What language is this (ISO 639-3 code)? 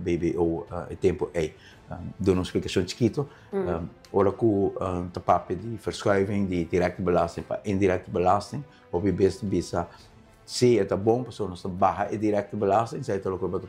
pap